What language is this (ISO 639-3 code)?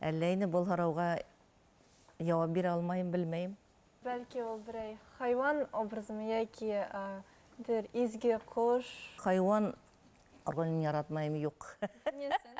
bak